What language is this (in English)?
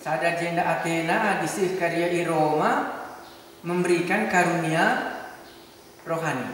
Batak Karo